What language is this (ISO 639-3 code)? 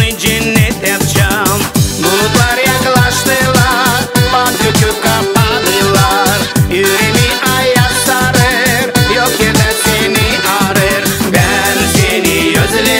gag